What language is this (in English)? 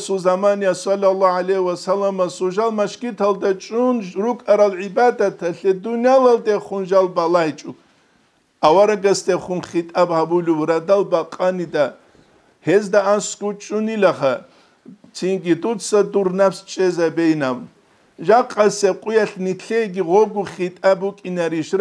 Avaric